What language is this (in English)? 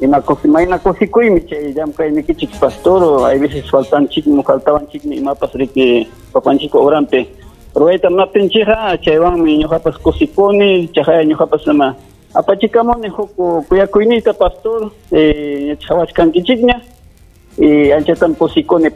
Ayacucho Quechua